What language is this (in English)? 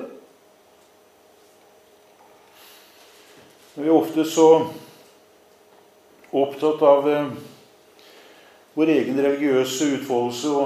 Norwegian